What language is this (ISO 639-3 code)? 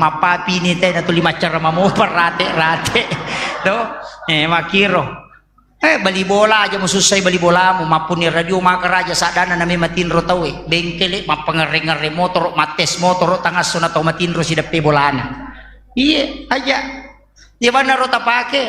bug